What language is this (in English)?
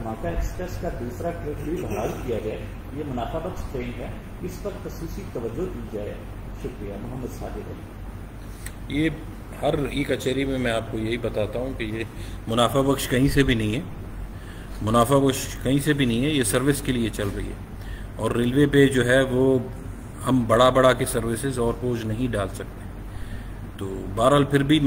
Urdu